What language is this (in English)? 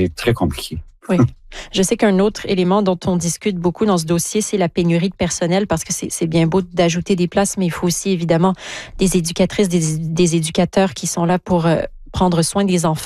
French